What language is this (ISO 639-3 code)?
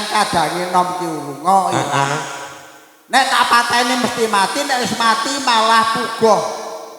jav